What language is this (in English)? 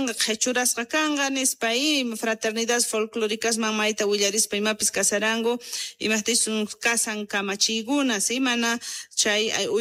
South Bolivian Quechua